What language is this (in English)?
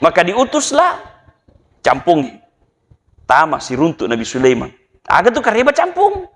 Buginese